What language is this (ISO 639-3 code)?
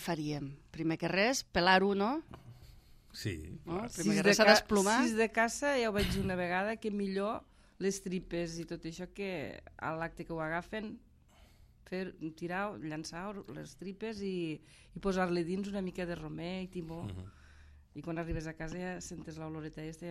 cat